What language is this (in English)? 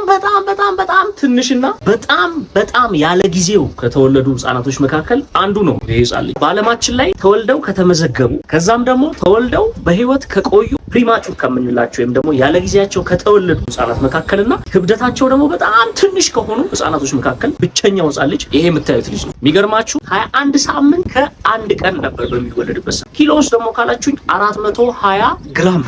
Amharic